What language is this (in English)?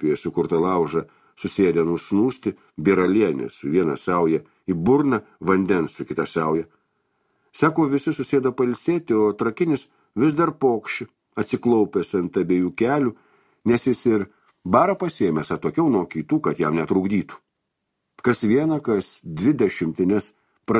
Lithuanian